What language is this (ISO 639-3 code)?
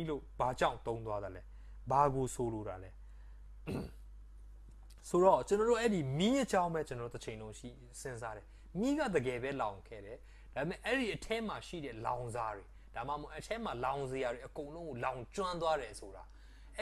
mya